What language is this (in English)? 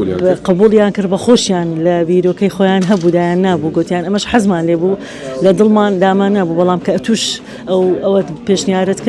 Central Kurdish